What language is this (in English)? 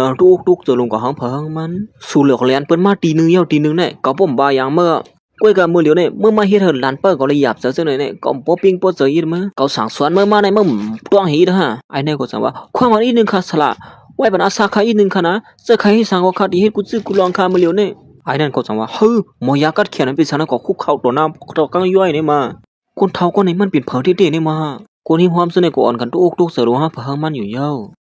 Shan